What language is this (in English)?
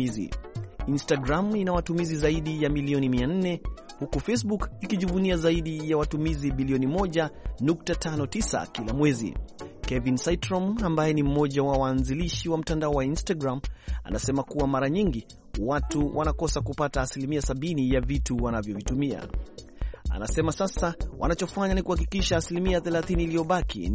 Swahili